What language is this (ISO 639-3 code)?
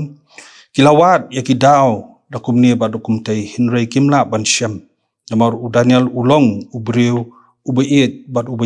kha